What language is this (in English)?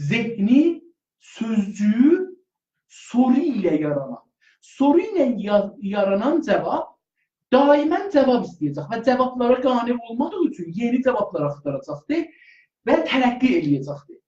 South Azerbaijani